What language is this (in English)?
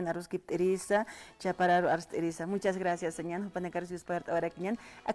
Aymara